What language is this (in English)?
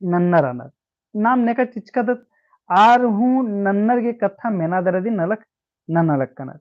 Kurukh